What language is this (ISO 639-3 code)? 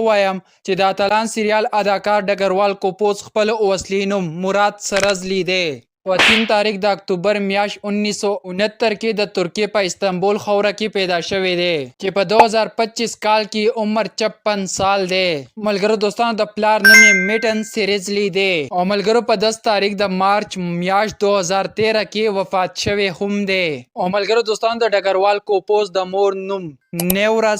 pus